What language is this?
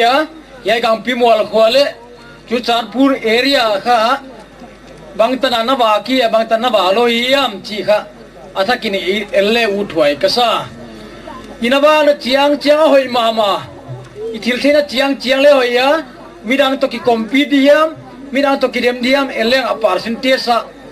Gangte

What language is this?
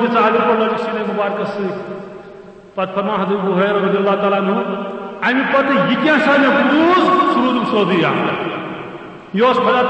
Kashmiri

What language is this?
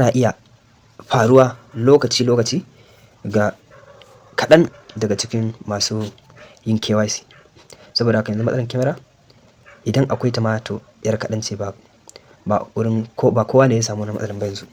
Hausa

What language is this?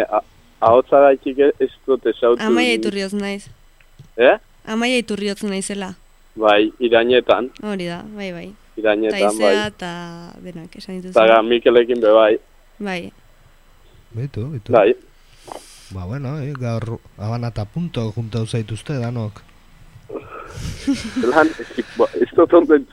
Basque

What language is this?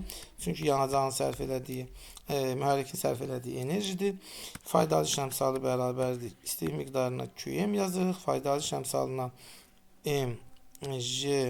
Azerbaijani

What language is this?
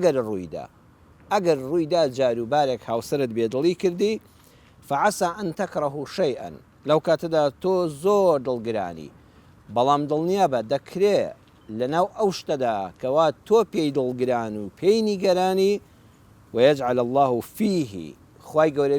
Central Kurdish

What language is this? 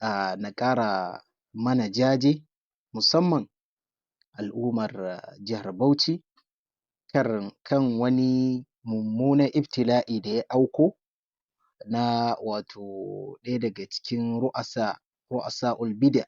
Hausa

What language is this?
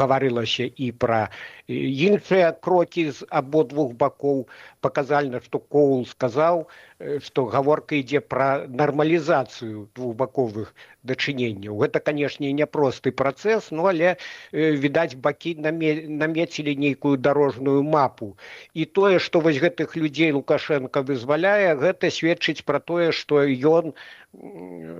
Belarusian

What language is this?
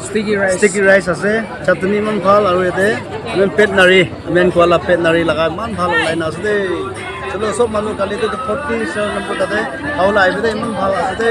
Naga Pidgin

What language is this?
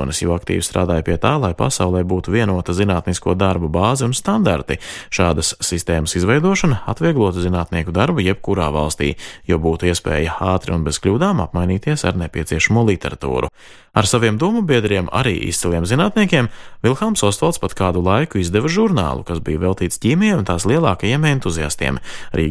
Latvian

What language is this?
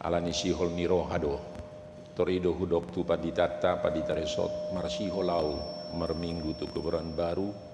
Batak Toba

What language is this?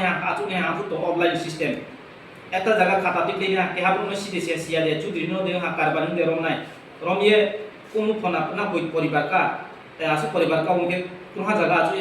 Riang (India)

